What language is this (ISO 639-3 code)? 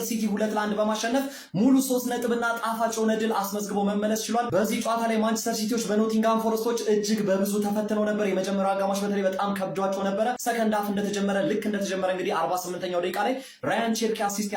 amh